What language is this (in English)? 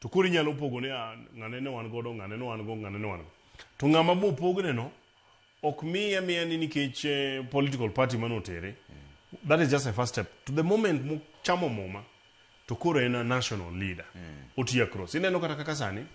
Luo (Kenya and Tanzania)